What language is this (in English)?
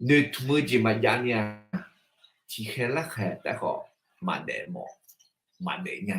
Akha